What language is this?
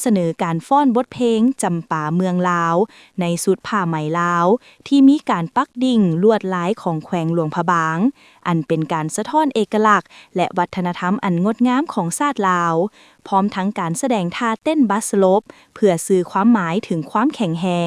Lao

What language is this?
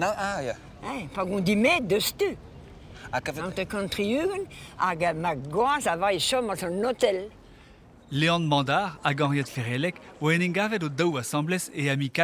Breton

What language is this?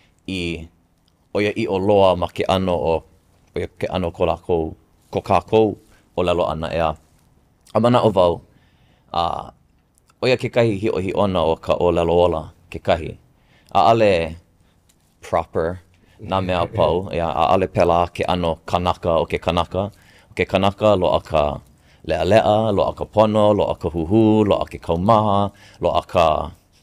Hawaiian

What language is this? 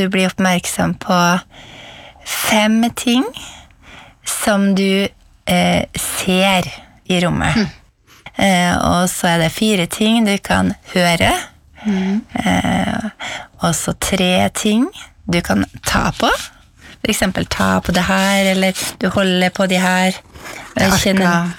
Norwegian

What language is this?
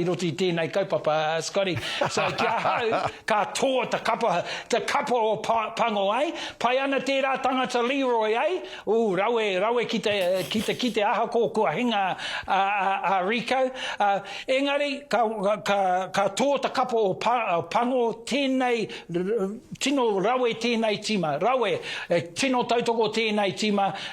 Māori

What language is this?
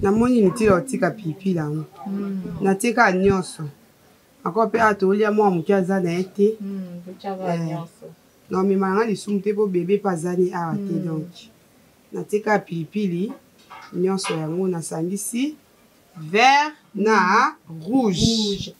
Lingala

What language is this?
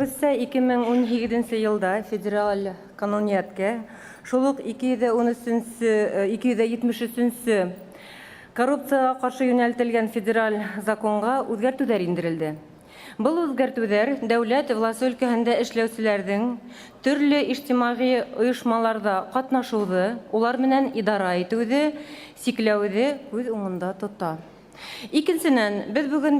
Bashkir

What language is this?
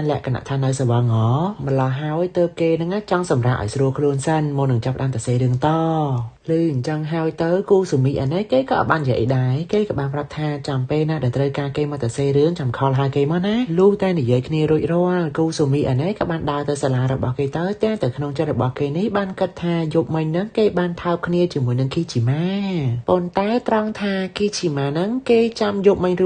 Khmer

